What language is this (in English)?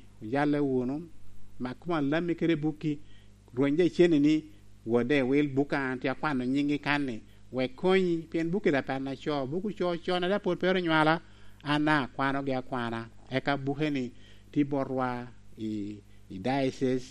Lango (Uganda)